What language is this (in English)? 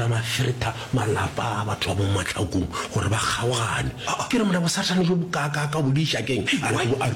Northern Sotho